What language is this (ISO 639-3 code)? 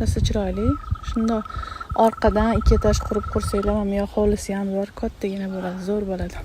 uzb